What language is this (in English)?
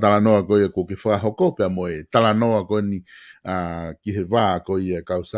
Tongan